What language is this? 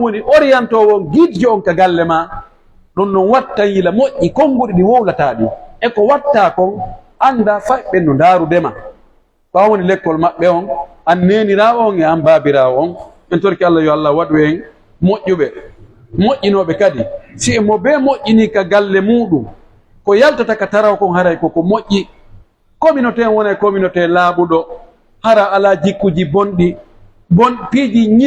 Pular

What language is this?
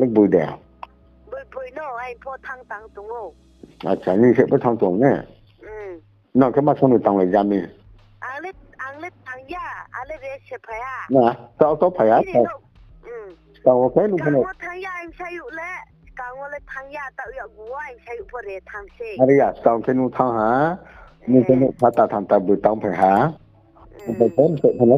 Riang (India)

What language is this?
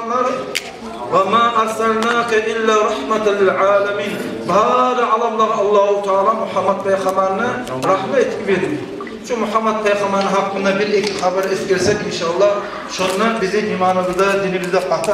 Kumyk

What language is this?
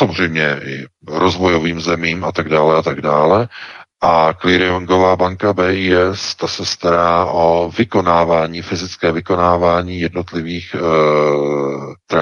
Czech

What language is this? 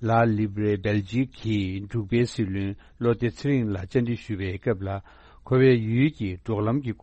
Tibetan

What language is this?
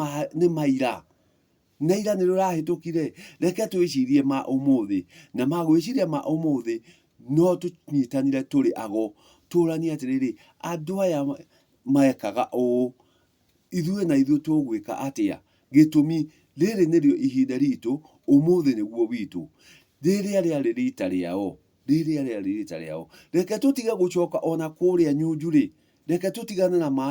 Kikuyu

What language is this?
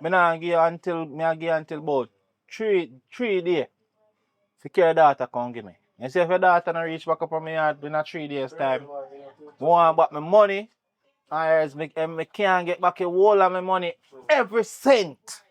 Jamaican Creole English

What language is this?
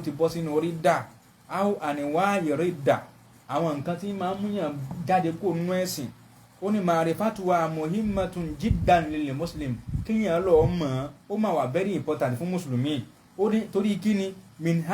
Yoruba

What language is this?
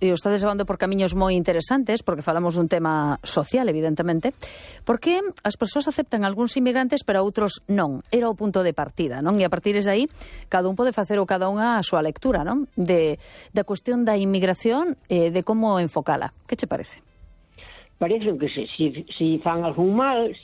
Galician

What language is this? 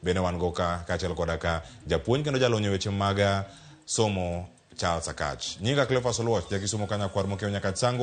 Luo (Kenya and Tanzania)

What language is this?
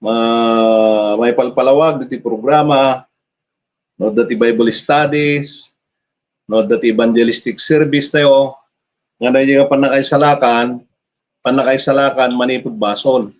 Iloko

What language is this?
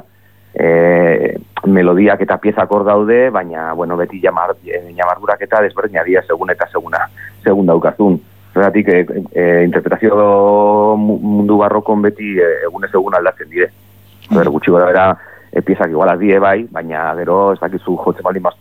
Basque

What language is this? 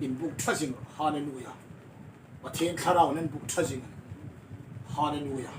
Hmar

